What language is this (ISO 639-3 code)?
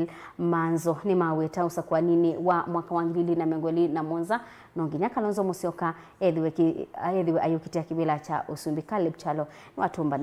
kam